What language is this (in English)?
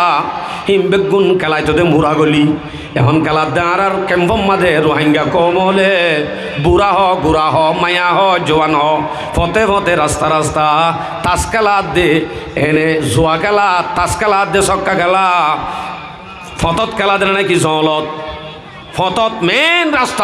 Rohingya